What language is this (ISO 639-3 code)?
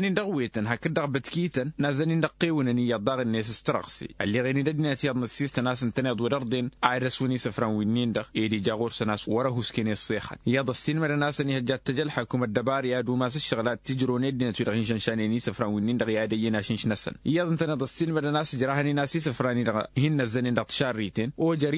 taq